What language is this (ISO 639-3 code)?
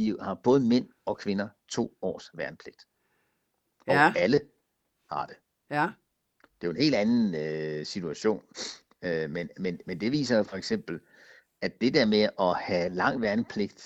dan